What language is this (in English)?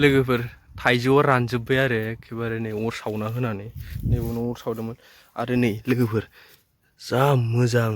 Bodo